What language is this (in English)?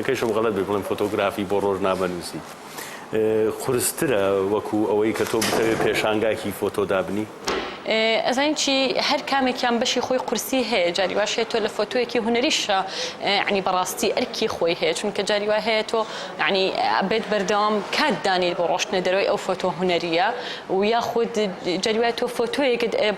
Central Kurdish